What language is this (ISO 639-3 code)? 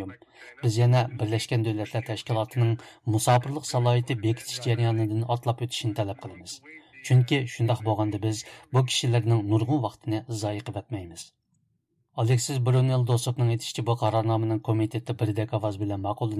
uig